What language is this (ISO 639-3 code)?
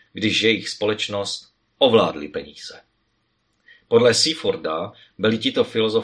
ces